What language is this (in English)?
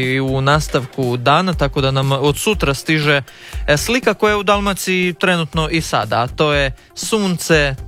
Croatian